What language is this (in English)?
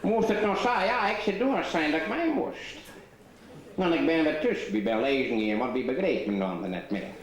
Western Frisian